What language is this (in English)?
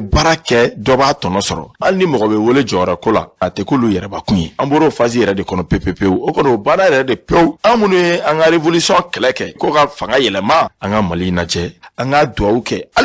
Bambara